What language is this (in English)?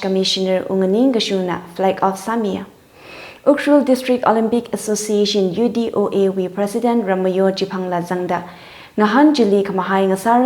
Tangkhul Naga (India)